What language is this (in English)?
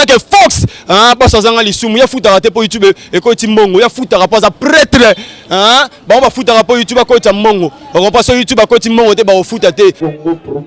Lingala